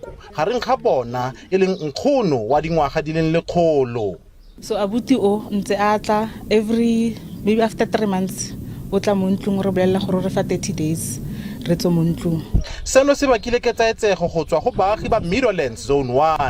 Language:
Tswana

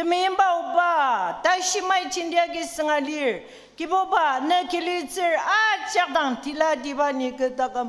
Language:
Ao Naga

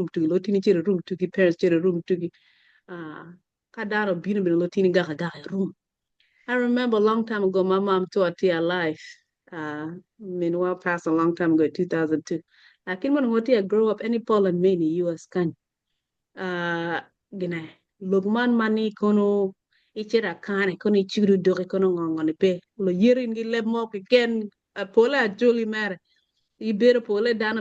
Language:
Acoli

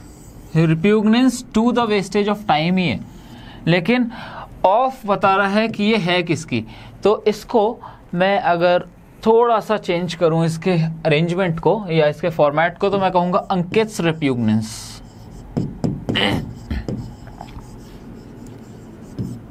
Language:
Hindi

